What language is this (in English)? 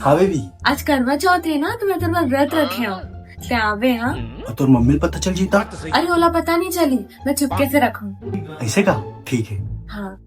Chhattisgarhi